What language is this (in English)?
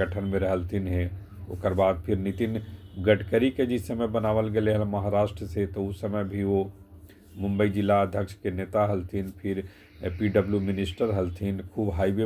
Magahi